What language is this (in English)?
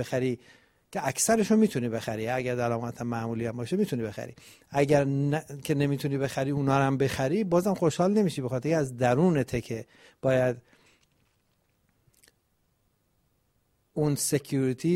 Persian